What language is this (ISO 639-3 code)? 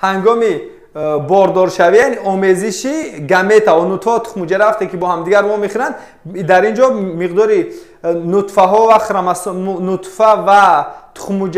tgk